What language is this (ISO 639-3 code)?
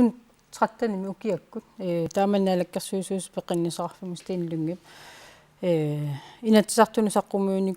kal